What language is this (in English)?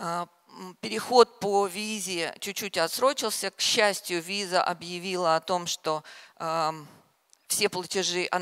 Russian